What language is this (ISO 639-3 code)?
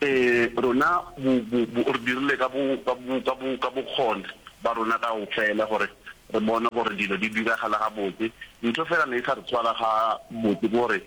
nso